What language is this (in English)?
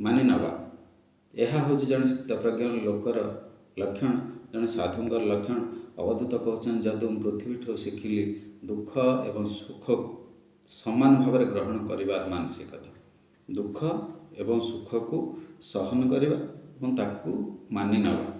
Odia